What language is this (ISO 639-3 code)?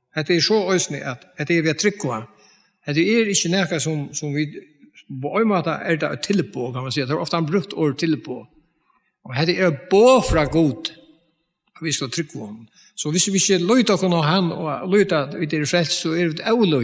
fao